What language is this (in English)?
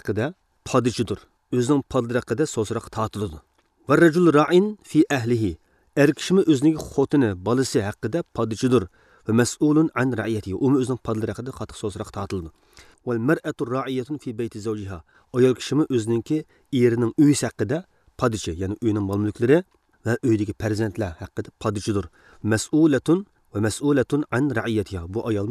Uyghur